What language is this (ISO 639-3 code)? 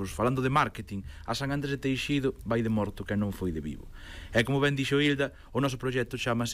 glg